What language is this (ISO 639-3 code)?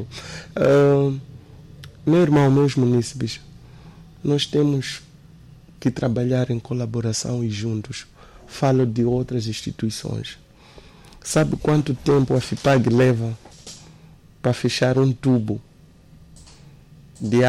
por